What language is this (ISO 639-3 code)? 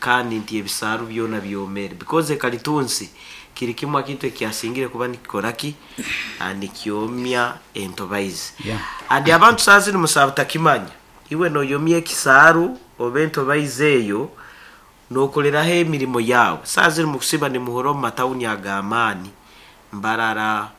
nyn